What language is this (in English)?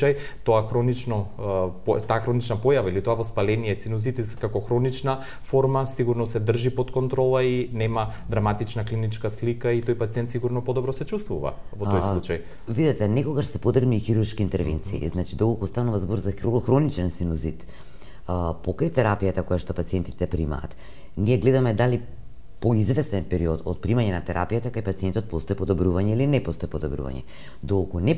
Macedonian